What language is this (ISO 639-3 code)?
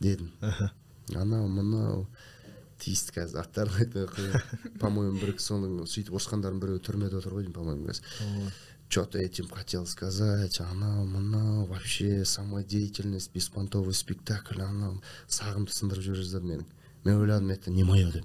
kaz